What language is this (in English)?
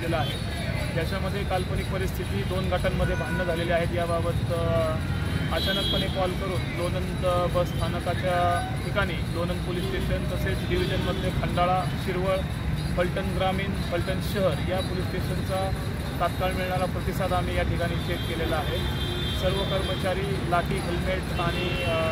Marathi